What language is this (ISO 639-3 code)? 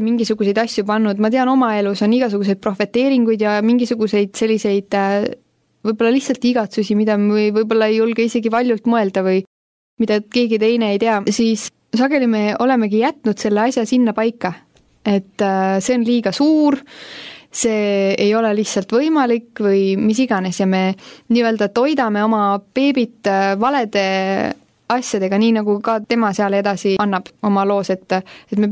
est